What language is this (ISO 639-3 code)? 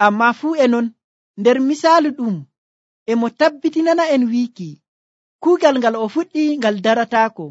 fuv